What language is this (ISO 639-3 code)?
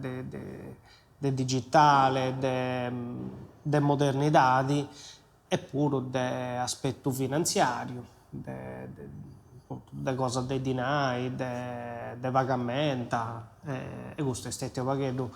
srd